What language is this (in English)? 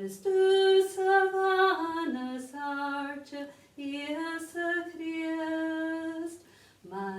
Scottish Gaelic